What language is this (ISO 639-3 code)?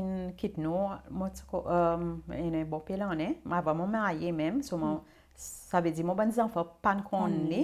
crs